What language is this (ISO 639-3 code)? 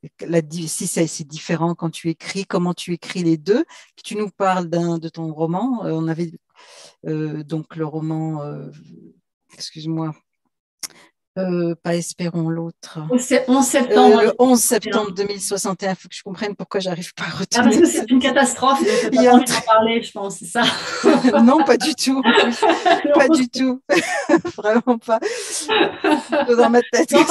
fra